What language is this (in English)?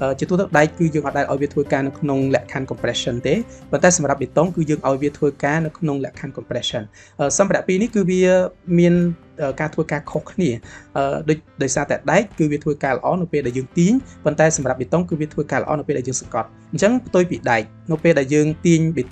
Khmer